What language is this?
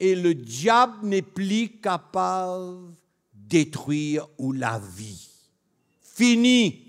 Morisyen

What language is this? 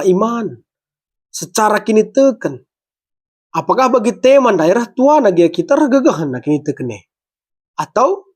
Batak Karo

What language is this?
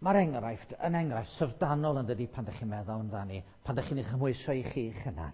Welsh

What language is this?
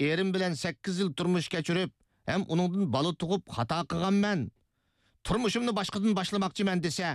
Uyghur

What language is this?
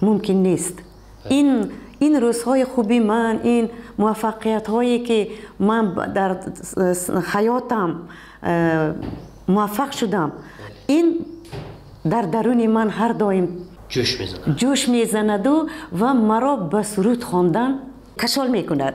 Tajik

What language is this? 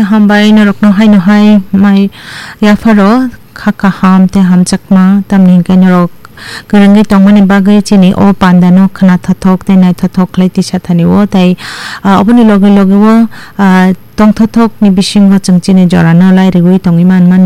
Kok Borok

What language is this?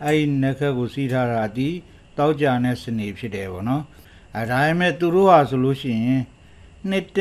Burmese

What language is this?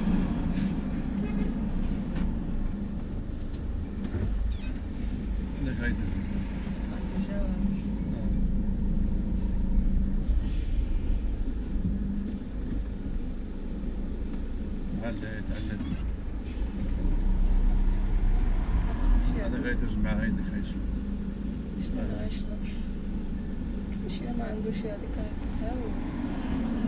Moroccan Arabic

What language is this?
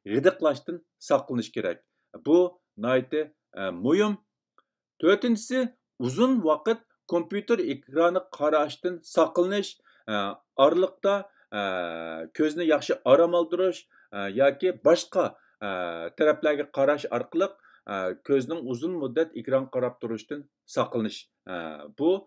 Uyghur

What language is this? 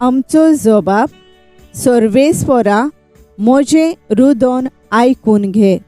Konkani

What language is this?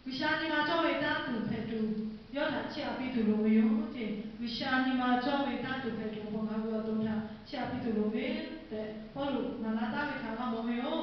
Lahu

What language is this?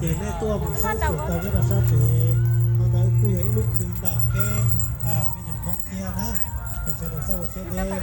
Hmong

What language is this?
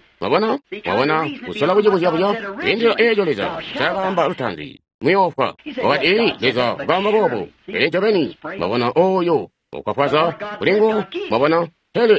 Tonga (Zambia)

